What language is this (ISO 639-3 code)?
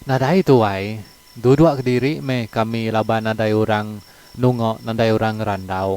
iba